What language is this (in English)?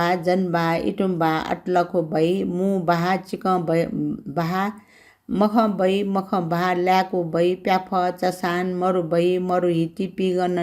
Newari